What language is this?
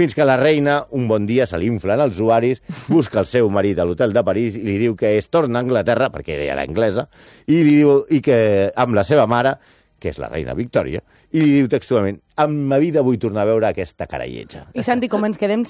Catalan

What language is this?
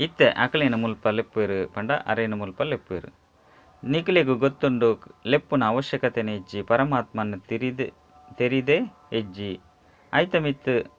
Tulu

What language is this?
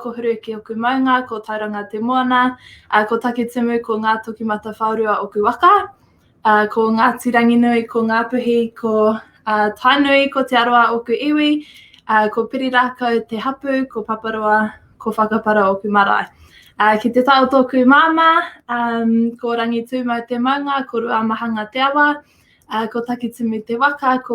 Māori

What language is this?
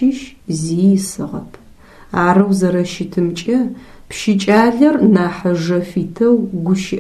Adyghe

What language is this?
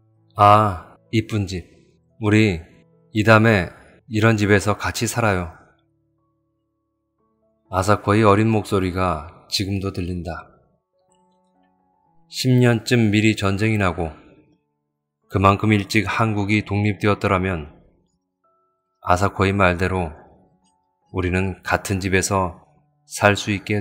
Korean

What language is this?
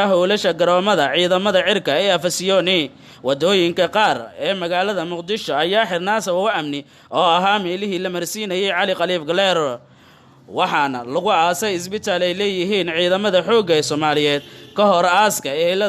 Somali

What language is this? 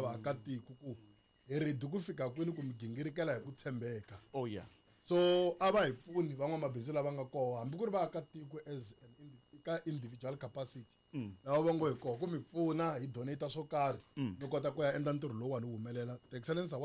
Tsonga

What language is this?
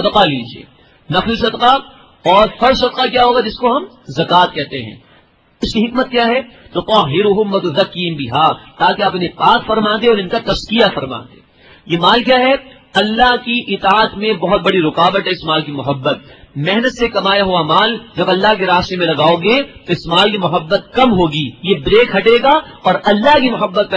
Urdu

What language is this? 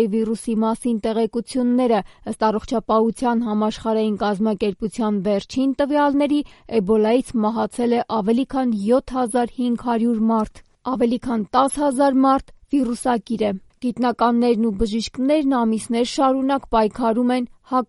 Armenian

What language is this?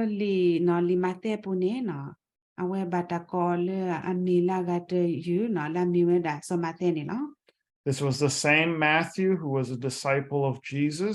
S'gaw Karen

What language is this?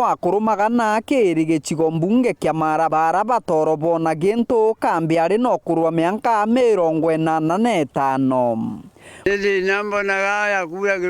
Meru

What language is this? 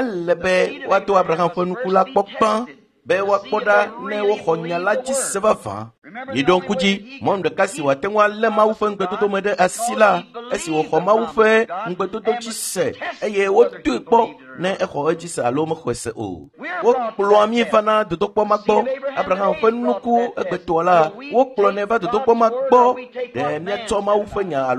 Ewe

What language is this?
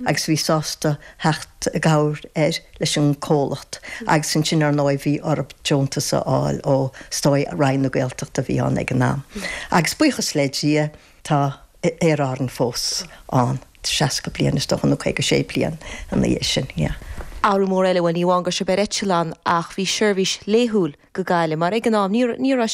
Irish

